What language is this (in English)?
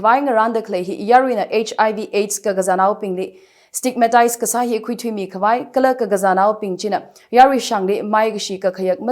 Tangkhul Naga (India)